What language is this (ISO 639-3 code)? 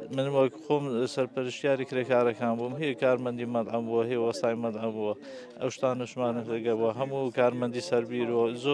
ckb